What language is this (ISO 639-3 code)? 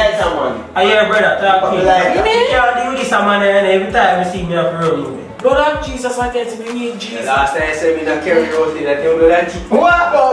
jam